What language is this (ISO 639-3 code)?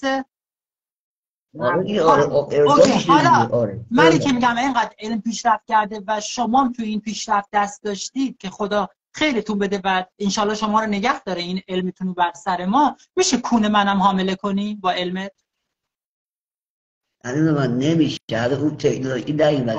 fas